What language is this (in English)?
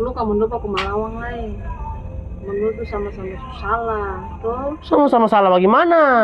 Ambonese Malay